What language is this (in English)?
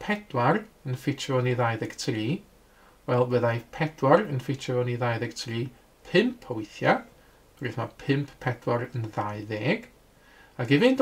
Welsh